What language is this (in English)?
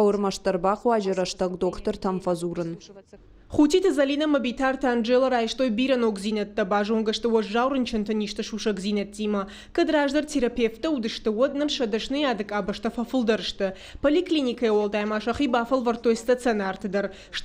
Ossetic